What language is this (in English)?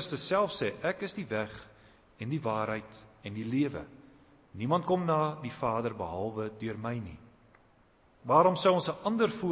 Afrikaans